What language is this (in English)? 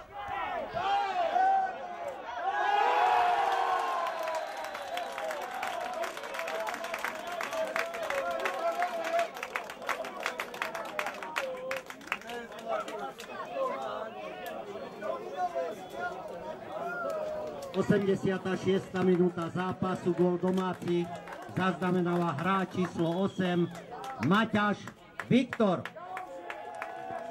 Slovak